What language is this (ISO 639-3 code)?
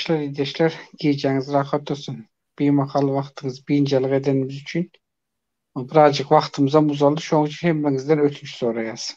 tuk